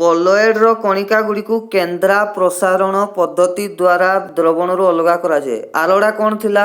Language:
Odia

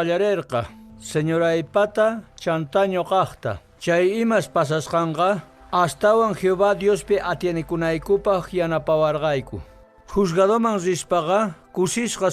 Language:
Quechua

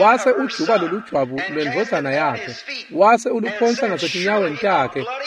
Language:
Swati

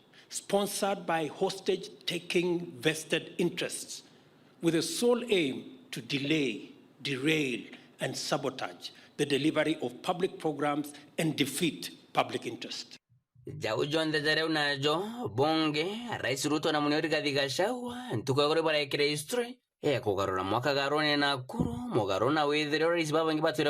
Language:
Meru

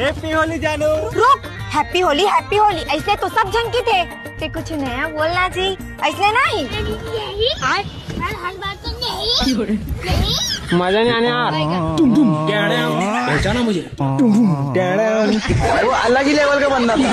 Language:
Chhattisgarhi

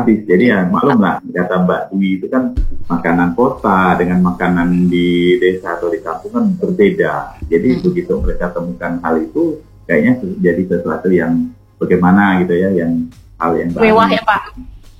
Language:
Indonesian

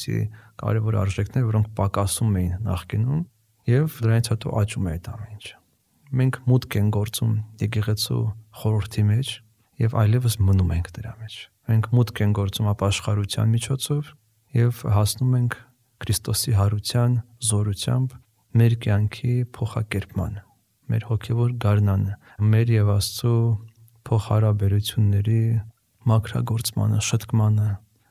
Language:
Armenian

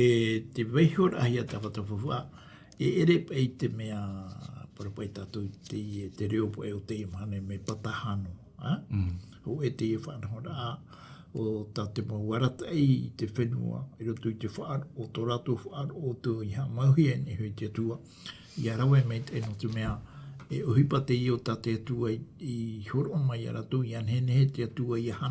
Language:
Tahitian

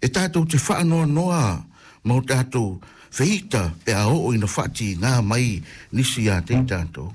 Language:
Samoan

